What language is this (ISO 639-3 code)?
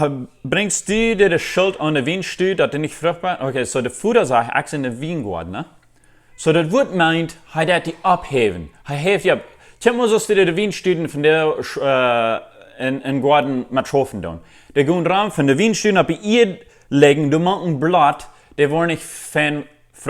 pdt